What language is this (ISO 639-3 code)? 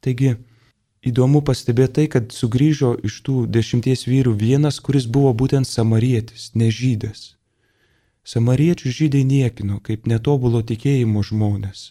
lit